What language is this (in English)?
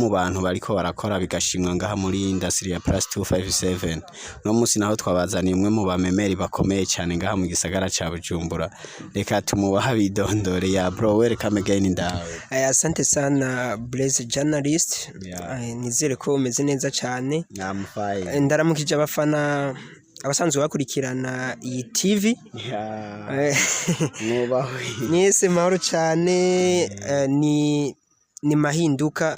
Rundi